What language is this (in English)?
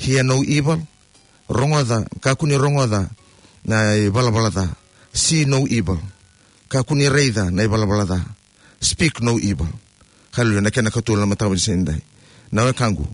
Fijian